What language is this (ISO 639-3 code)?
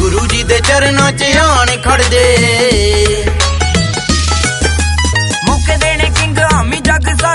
pan